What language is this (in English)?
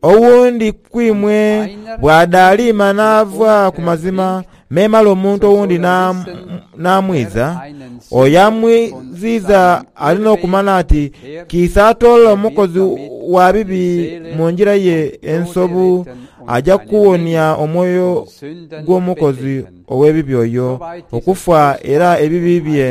Soga